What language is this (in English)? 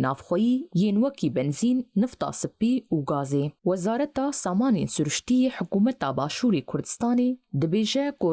Kurdish